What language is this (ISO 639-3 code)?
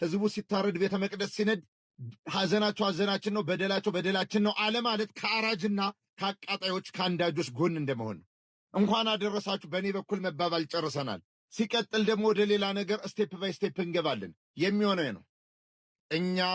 amh